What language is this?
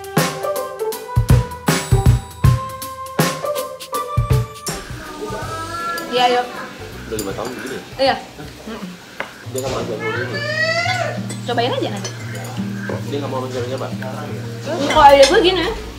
Indonesian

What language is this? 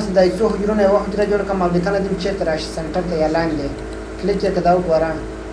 Pashto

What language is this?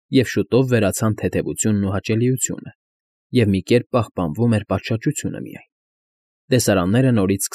Armenian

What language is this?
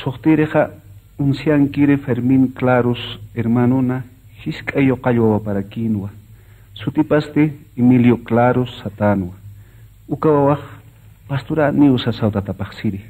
Aymara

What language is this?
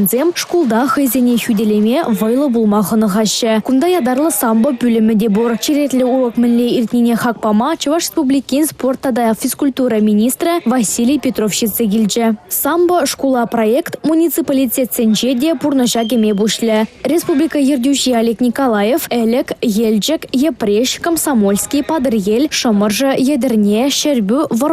Chuvash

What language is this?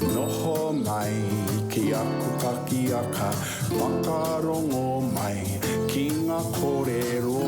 Māori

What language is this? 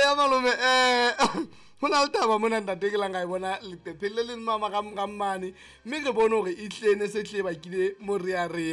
Southern Sotho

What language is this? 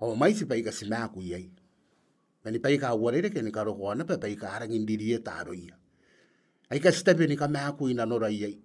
Gilbertese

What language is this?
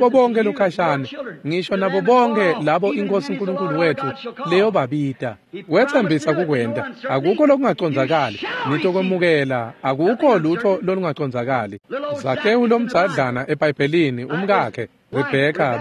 Swati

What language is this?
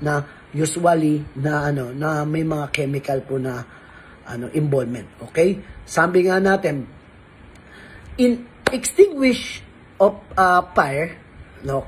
Filipino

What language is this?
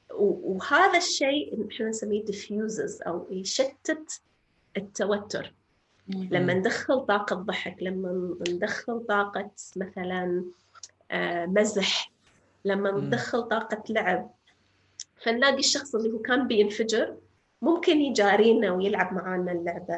North Levantine Arabic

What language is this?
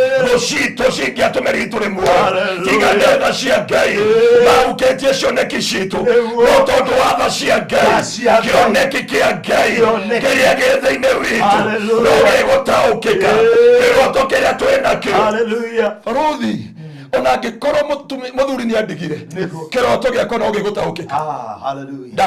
Kikuyu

